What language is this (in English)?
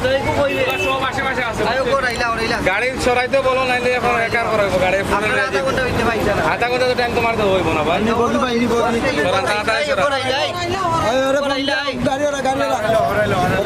Sylheti